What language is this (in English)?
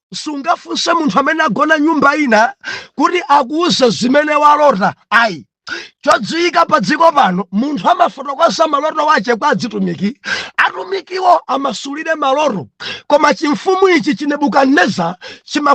Nyanja